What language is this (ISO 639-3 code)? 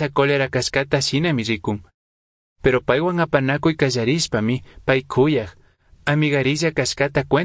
qug